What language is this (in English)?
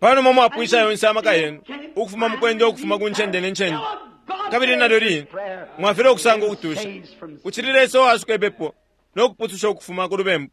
Bemba